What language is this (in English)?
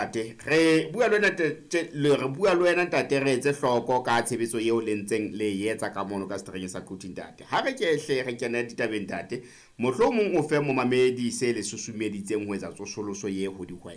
Southern Sotho